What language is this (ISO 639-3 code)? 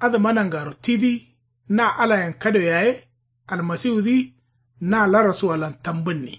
kau